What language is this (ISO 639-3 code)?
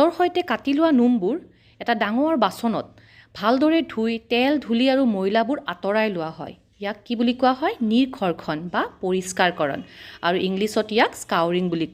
asm